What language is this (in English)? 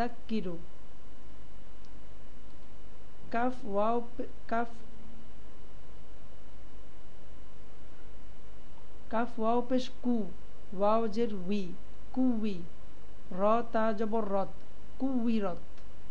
Bangla